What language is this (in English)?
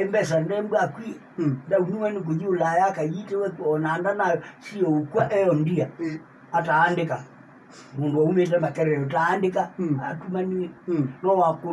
Kamba